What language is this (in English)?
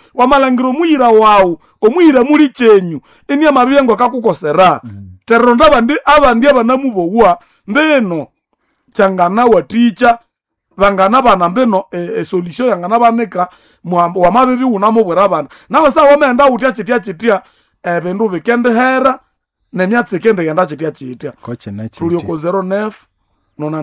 Nande